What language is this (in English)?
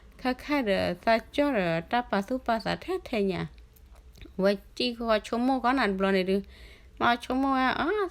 S'gaw Karen